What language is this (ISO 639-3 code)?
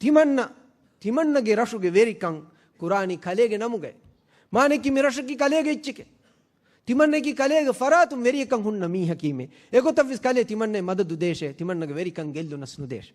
div